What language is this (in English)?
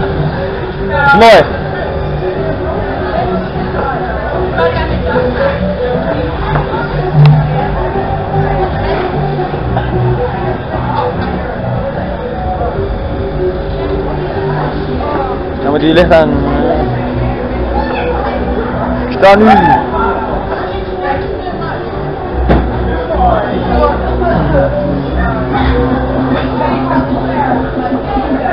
Dutch